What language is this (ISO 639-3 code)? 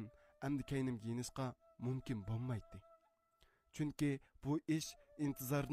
uig